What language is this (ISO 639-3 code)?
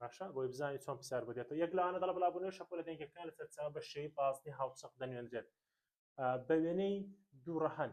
ckb